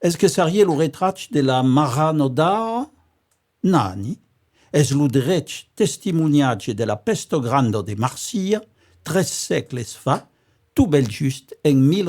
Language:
Occitan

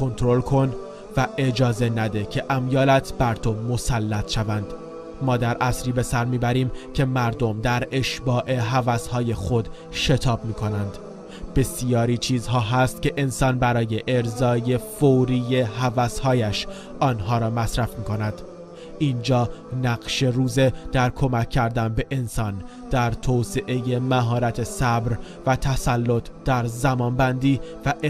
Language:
Tajik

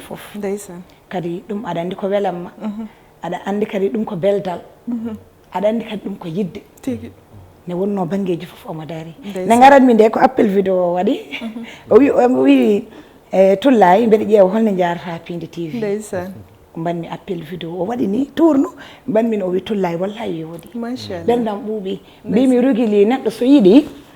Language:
Fula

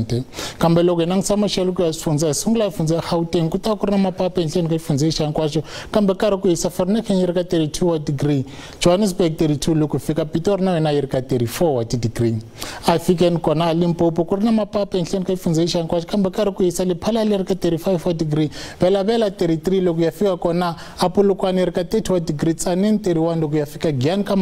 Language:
Tsonga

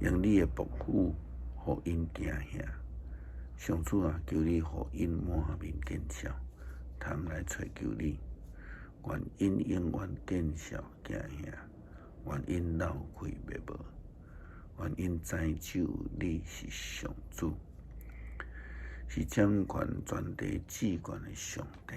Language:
Min Nan Chinese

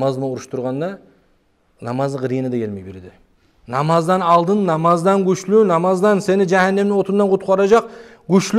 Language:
Kumyk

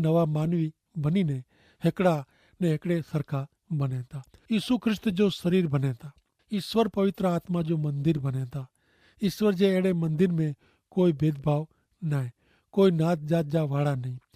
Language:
Kachhi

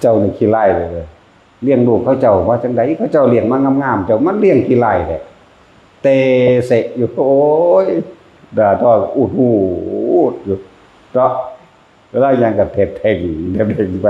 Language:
Northeastern Thai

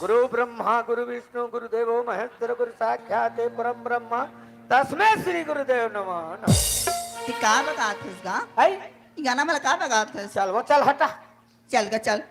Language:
Chhattisgarhi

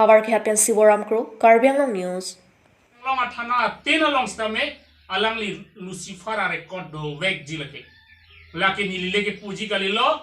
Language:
Karbi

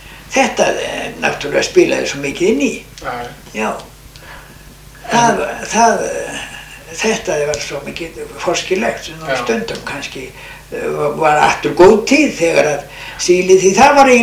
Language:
Icelandic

